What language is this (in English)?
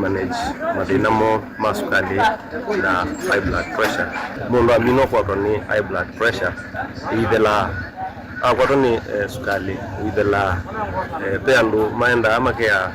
Kamba